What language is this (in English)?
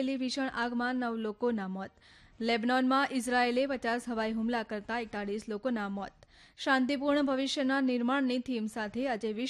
Gujarati